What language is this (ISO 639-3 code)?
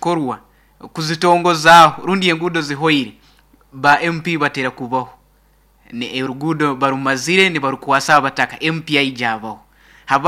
nyo